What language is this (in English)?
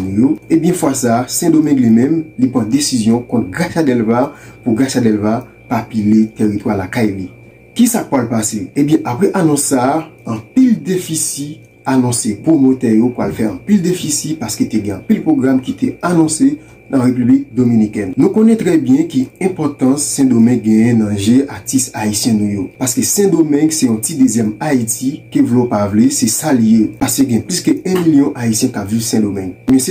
Haitian Creole